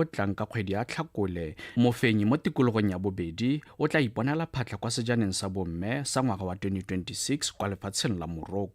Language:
Tswana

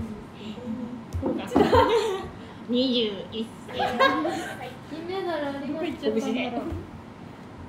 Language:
Japanese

